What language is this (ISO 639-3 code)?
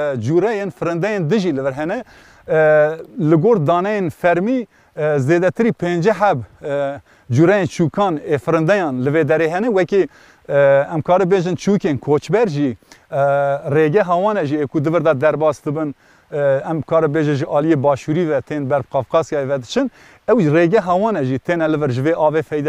kur